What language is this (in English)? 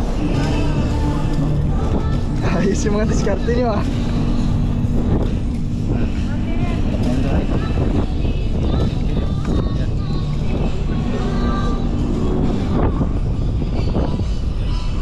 Filipino